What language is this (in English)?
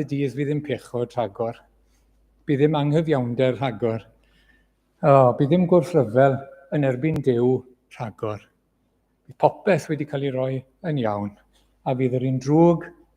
Welsh